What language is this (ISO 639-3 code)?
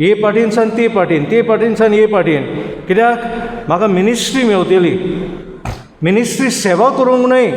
kok